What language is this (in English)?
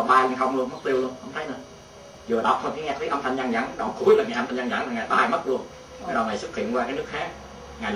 Vietnamese